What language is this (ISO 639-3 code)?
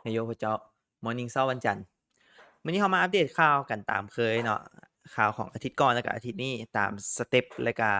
lao